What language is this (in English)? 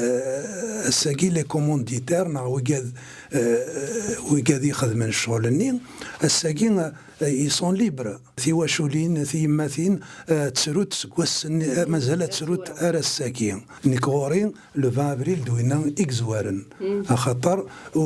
Kabyle